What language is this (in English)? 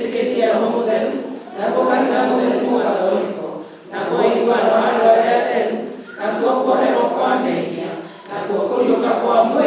Kikuyu